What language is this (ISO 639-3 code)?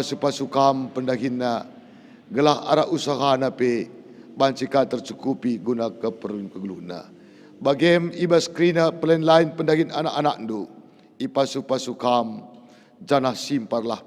btx